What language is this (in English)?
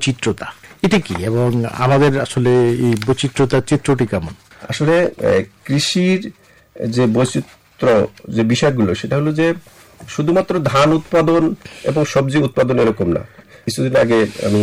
Bangla